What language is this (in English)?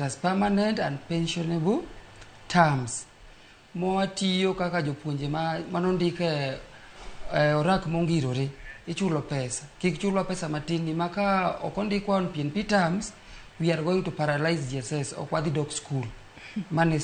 Luo (Kenya and Tanzania)